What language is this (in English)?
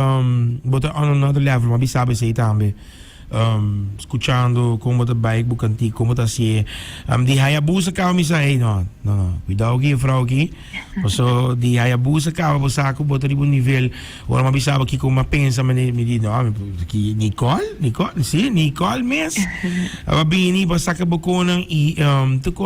Papiamento